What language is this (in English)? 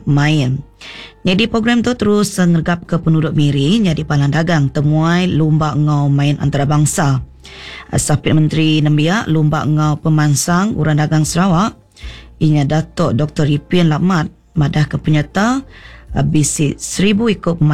Iban